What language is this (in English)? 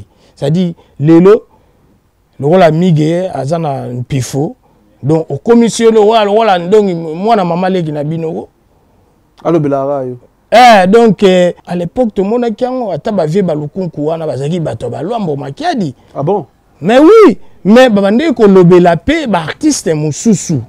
Lingala